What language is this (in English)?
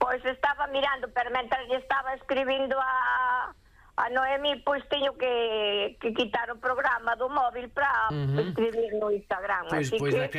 Galician